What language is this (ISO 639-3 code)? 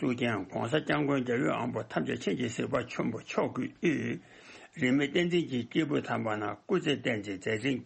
bod